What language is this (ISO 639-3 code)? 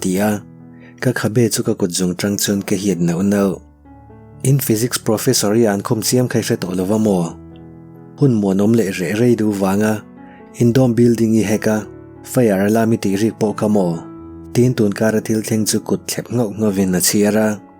lus